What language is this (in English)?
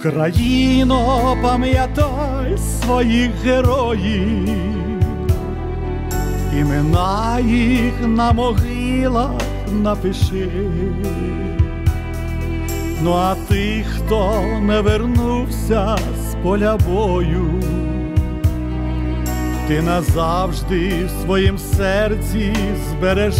Ukrainian